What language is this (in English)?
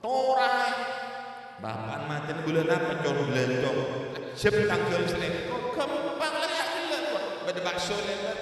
Madurese